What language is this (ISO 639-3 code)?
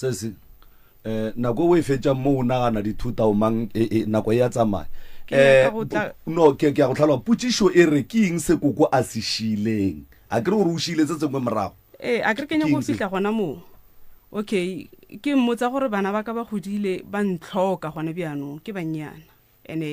nso